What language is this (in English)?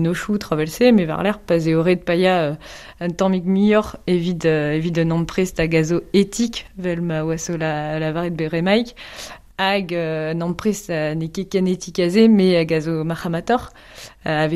Breton